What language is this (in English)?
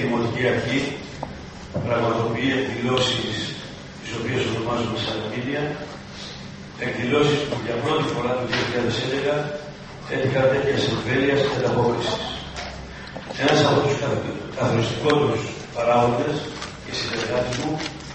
Greek